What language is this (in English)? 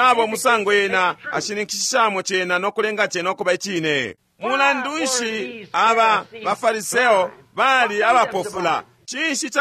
Bemba